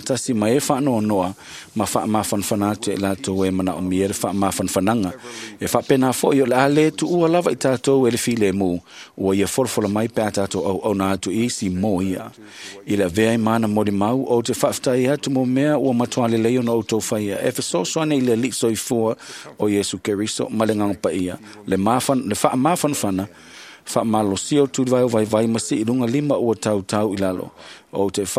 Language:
Samoan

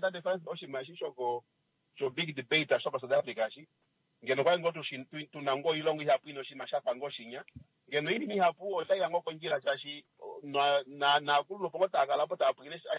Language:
Kuanyama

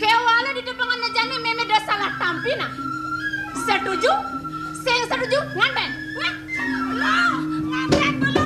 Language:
Balinese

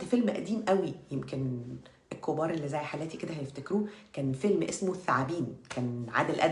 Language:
Egyptian Arabic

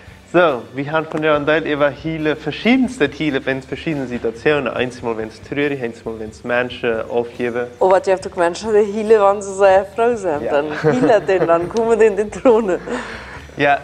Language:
Plautdietsch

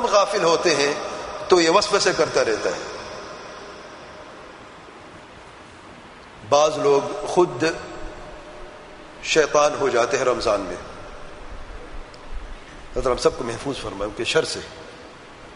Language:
Urdu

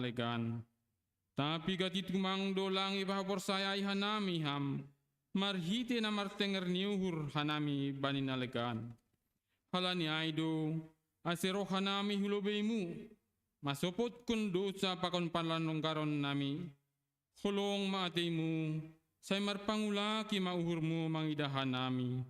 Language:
Batak Simalungun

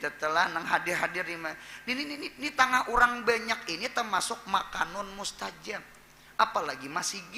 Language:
Banjar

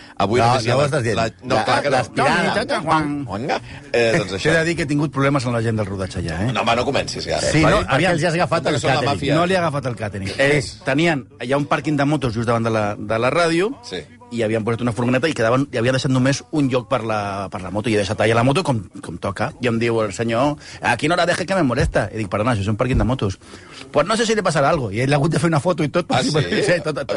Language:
Catalan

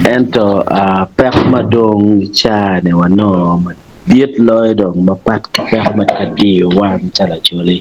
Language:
Acoli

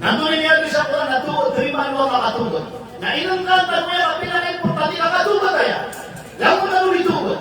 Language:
Maranao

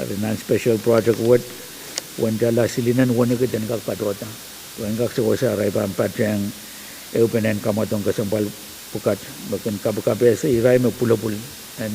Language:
Pohnpeian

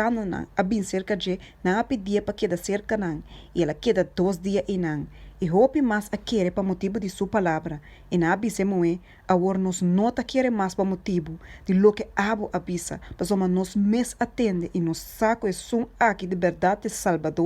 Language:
Papiamento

